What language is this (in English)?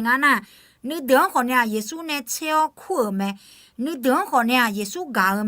Akha